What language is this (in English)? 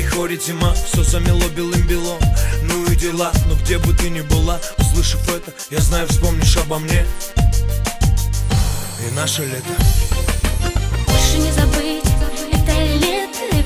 Russian